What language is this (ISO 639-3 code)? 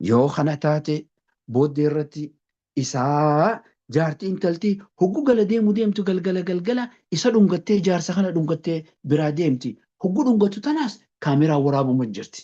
orm